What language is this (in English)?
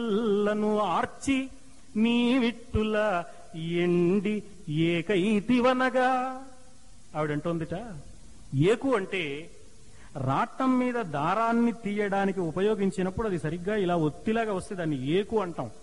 Telugu